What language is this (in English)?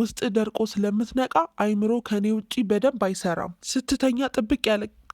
Amharic